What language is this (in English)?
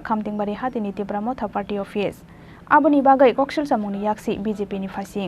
Kok Borok